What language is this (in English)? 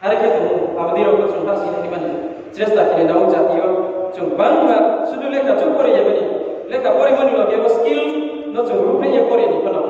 Riang (India)